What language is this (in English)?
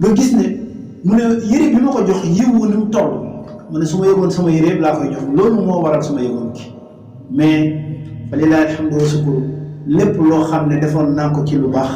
Wolof